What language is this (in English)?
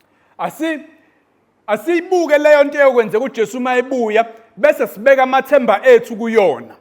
Zulu